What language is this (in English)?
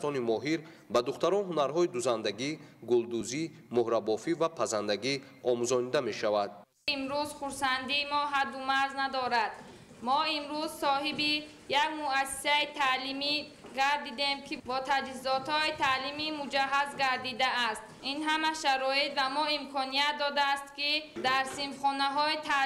Tajik